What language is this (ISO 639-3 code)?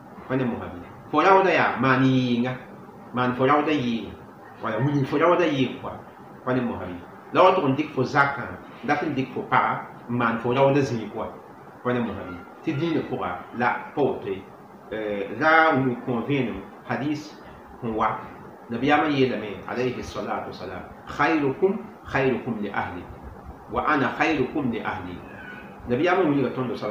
mos